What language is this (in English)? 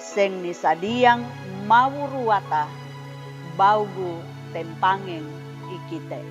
Sangir